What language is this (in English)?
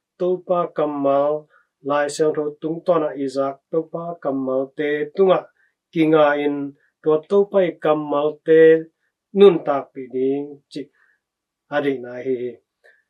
Tedim Chin